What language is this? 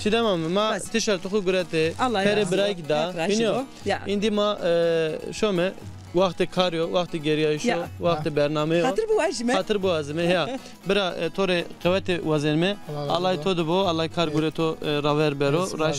Zaza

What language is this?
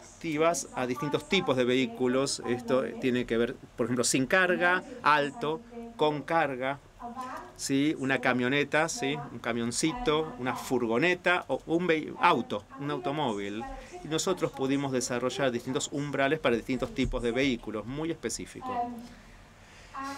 Spanish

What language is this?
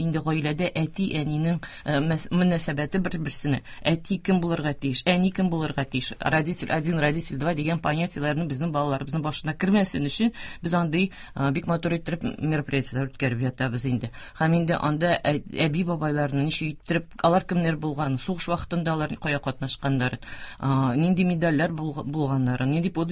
Tatar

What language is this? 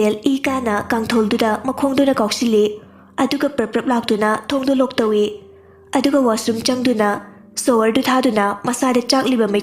Manipuri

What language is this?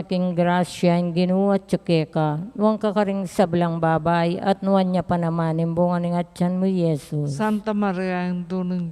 Pampanga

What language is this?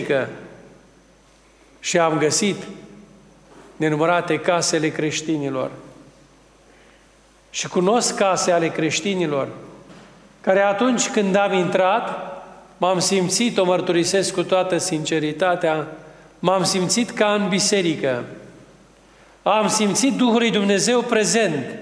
Romanian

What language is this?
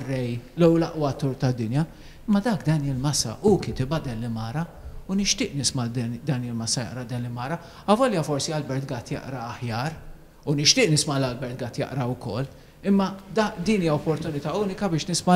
Maltese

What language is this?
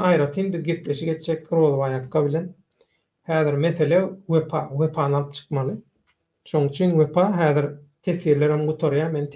Turkmen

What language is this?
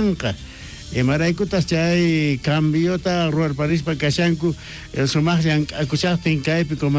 South Bolivian Quechua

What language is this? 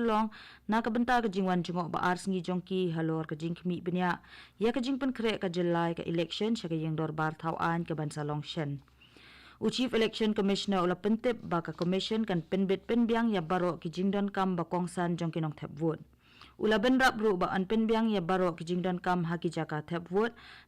Khasi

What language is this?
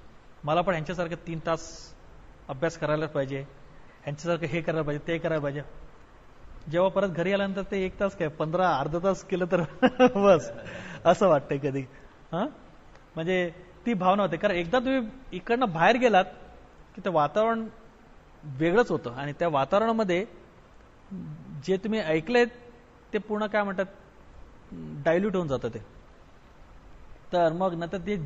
Marathi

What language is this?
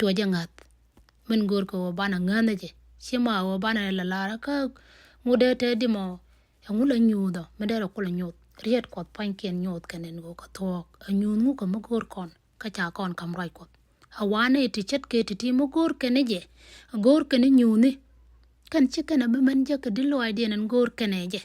Nuer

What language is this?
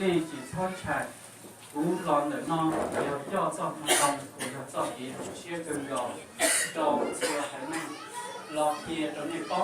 Hmong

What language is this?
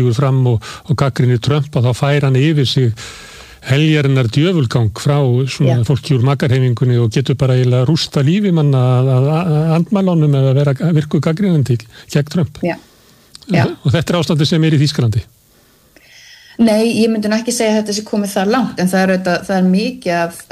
Icelandic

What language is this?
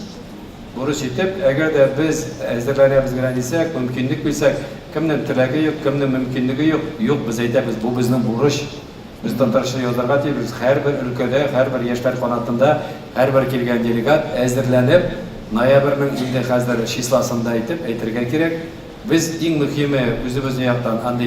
Tatar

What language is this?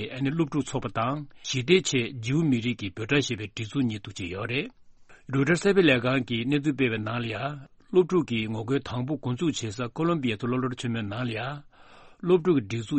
Tibetan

